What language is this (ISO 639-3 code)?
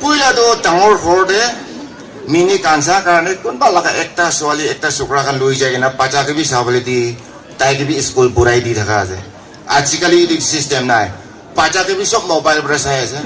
nag